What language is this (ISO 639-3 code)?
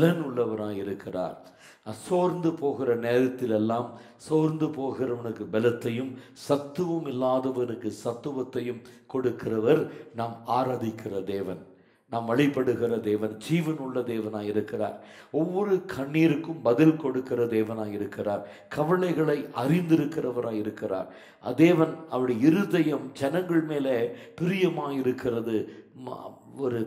tam